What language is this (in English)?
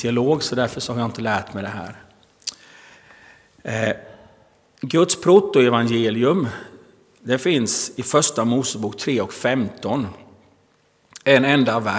Swedish